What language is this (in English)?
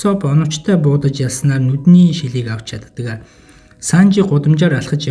Mongolian